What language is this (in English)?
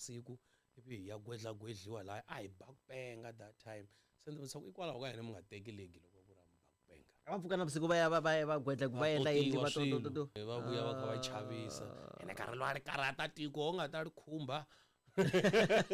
Tsonga